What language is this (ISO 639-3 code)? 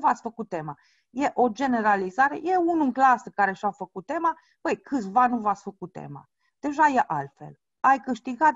ron